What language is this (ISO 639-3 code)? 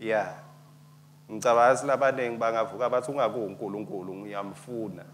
ssw